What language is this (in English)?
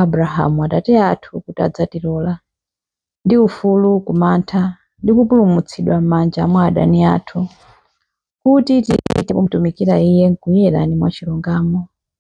Nyanja